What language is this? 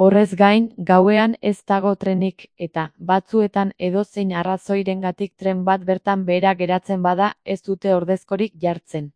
Basque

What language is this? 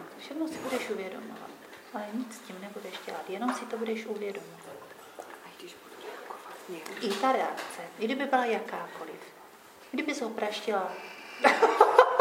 Czech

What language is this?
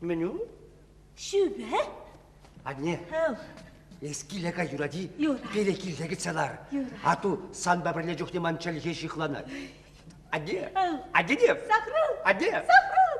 Chuvash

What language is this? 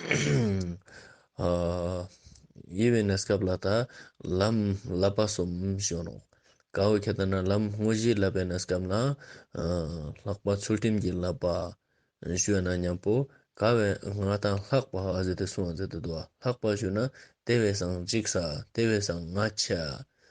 Ladakhi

